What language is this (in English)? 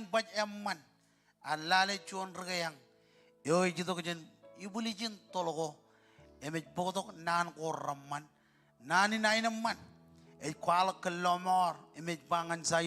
Marshallese